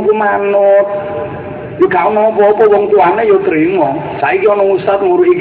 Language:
Javanese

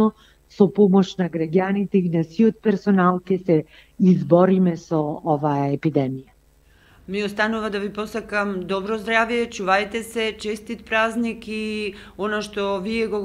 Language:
Macedonian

